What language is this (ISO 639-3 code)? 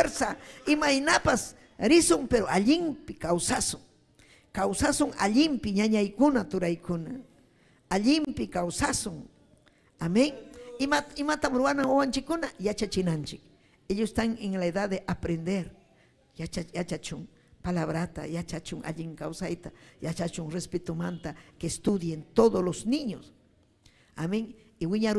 quy